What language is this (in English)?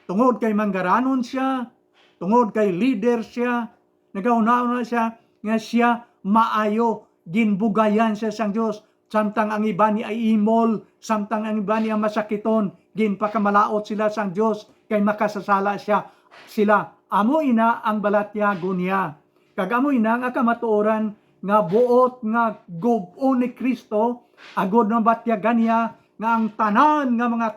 Hiligaynon